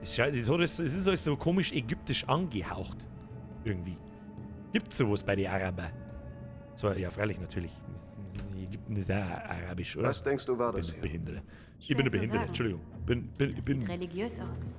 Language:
Bavarian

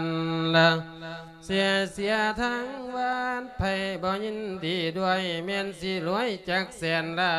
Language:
Lao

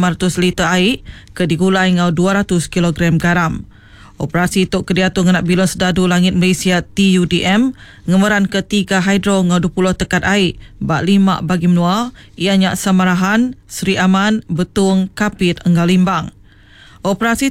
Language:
Iban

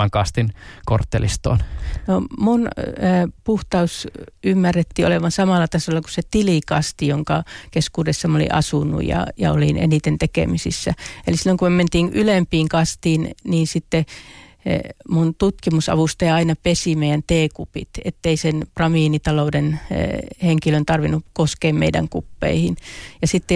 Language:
Finnish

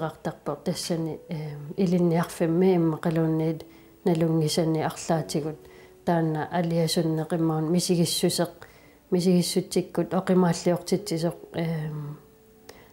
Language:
Kalaallisut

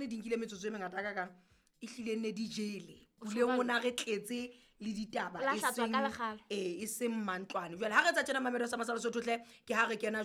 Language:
Southern Sotho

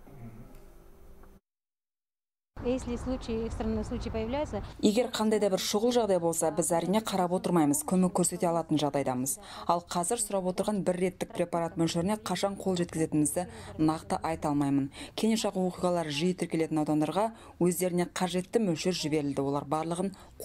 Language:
Kazakh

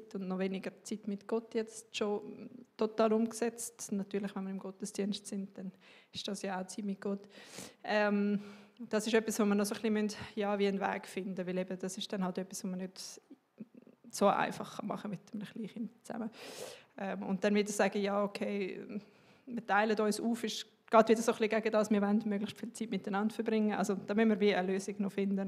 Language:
Swiss German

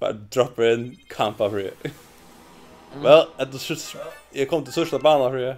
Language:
Faroese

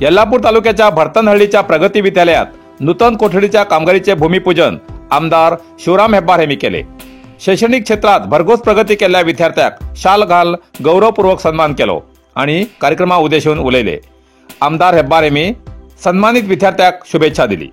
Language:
Konkani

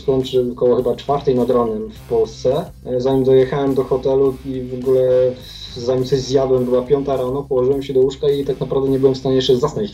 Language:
Polish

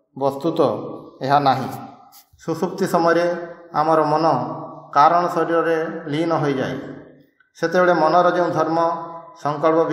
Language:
Odia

